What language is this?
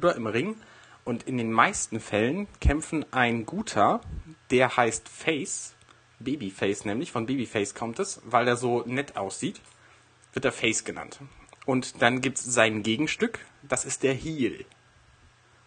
German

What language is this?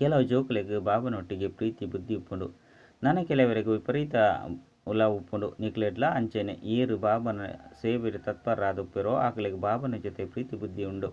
Tulu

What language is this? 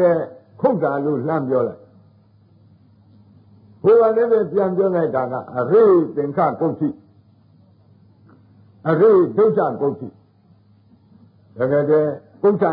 Burmese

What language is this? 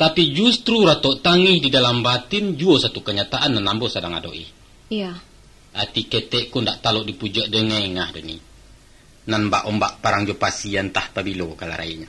Minangkabau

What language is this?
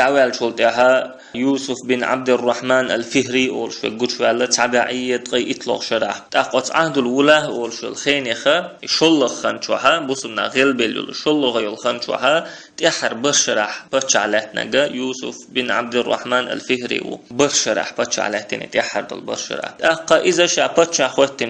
Chechen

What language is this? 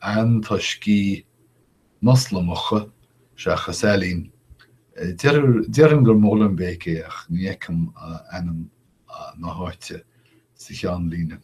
Irish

